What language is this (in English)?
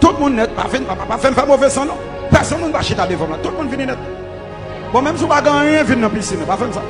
Haitian Creole